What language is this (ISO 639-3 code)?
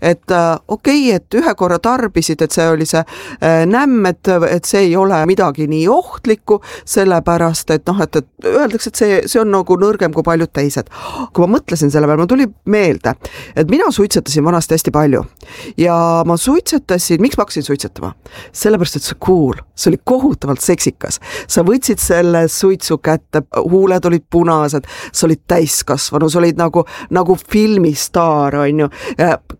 est